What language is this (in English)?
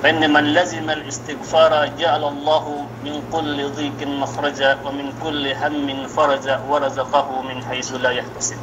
Yakan